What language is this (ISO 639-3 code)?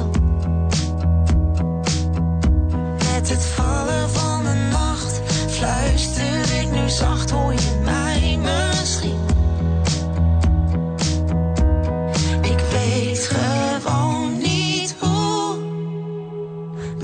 nld